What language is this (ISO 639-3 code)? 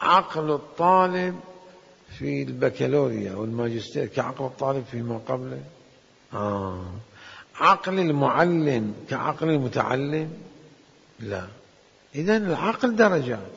acm